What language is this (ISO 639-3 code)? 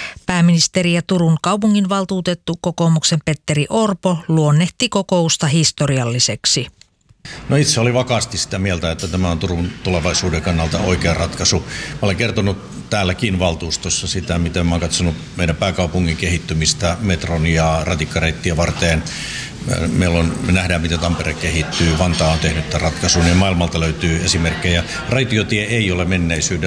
fin